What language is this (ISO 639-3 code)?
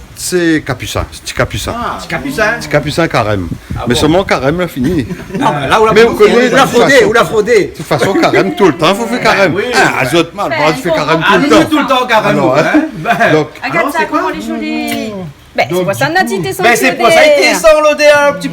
rcf